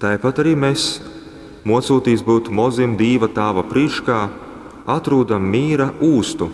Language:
Latgalian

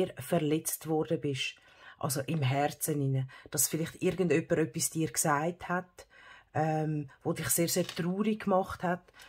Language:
Swiss German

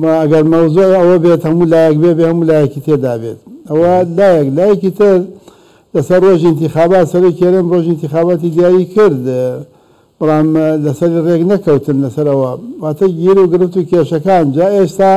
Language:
Central Kurdish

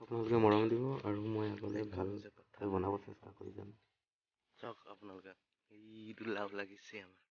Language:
Assamese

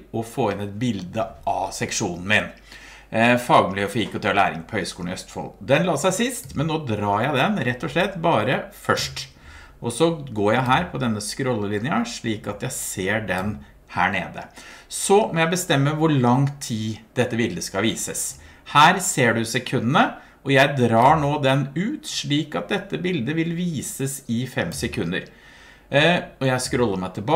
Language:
Norwegian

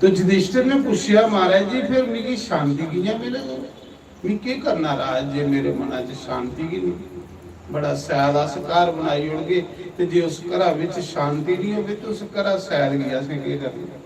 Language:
Dogri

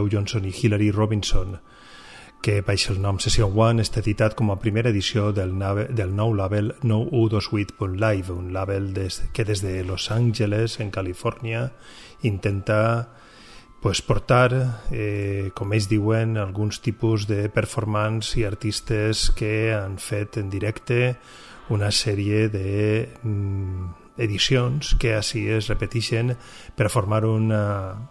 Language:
Catalan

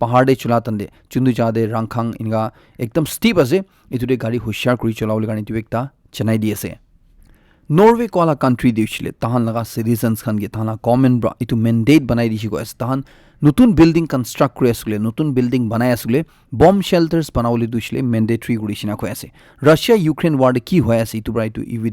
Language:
Naga Pidgin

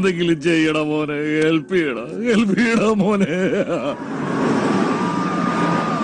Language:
Malayalam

